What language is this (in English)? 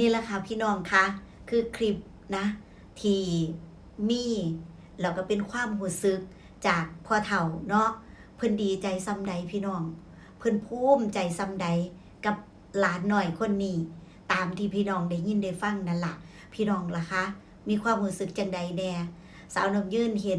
Northeastern Thai